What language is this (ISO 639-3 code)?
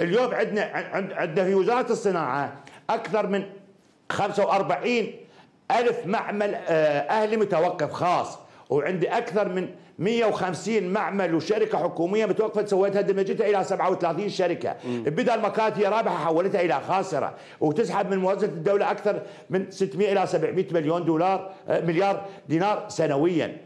acm